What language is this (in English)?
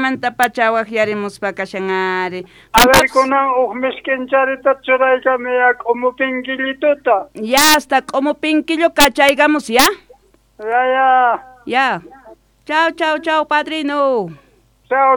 South Bolivian Quechua